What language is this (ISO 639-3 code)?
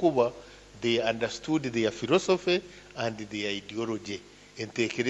nyo